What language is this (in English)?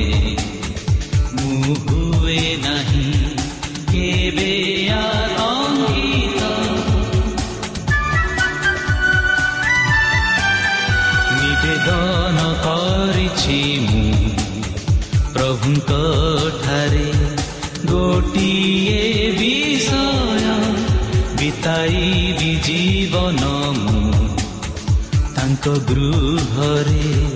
Odia